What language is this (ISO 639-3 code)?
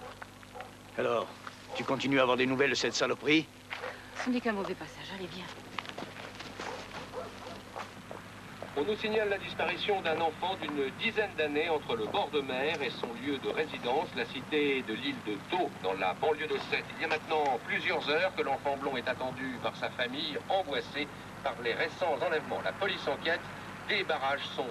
fra